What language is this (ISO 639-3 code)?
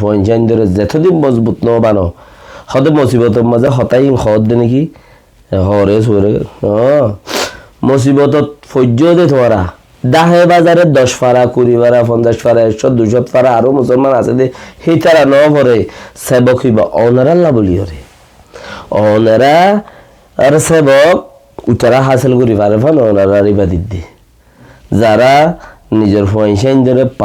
rhg